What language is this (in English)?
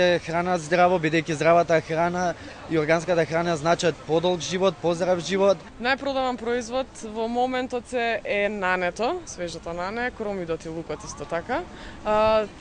Macedonian